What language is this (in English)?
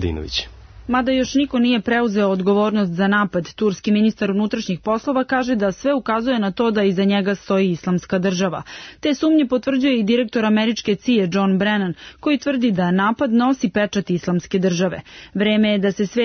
Serbian